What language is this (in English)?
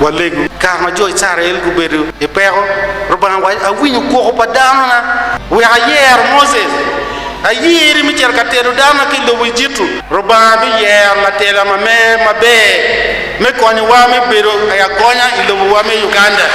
Acoli